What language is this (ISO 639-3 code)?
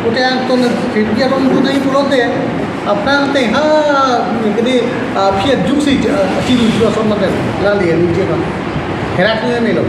mjw